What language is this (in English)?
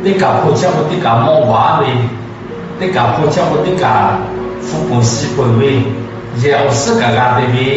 Lahu